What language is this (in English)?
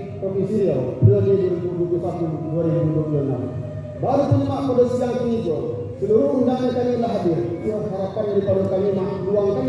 Minangkabau